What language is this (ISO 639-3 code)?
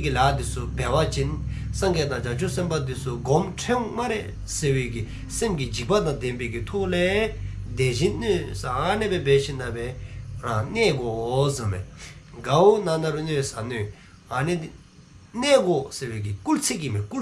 dzo